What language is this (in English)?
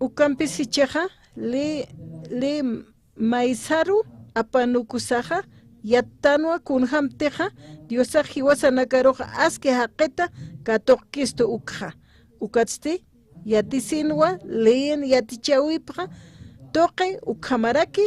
Aymara